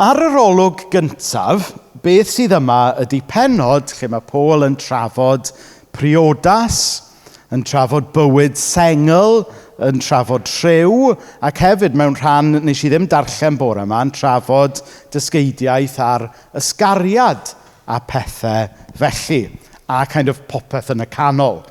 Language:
Welsh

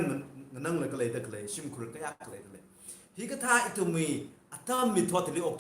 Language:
Tangkhul Naga (India)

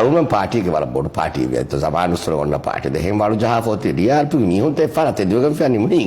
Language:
Divehi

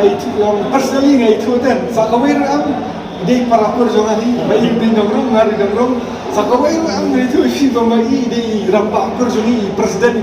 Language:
Khasi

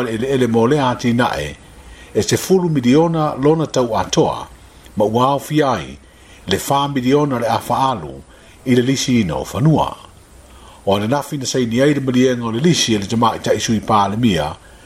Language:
Samoan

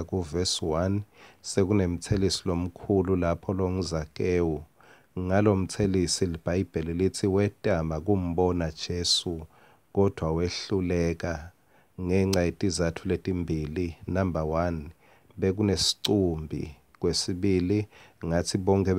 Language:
Swati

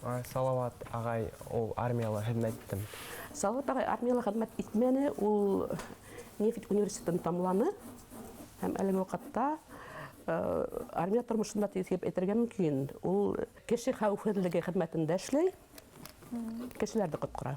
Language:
Bashkir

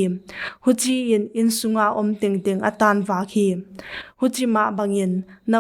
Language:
Paite Chin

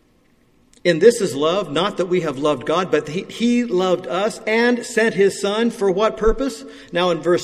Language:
English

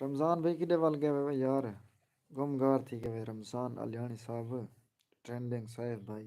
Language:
Saraiki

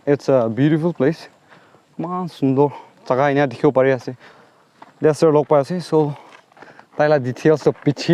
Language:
Naga Pidgin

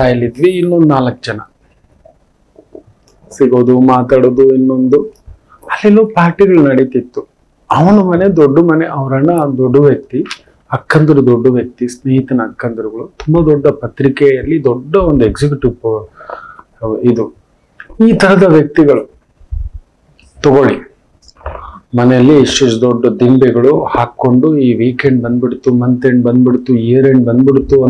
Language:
Kannada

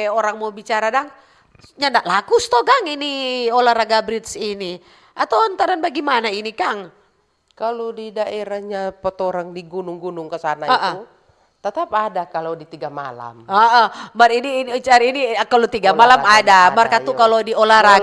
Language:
Manado Malay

